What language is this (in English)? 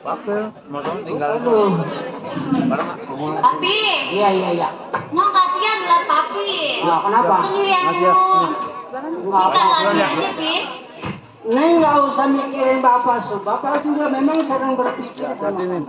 Betawi